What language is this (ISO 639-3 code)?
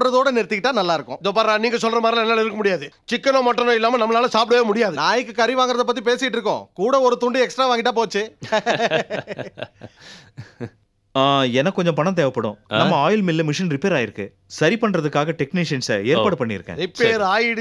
tam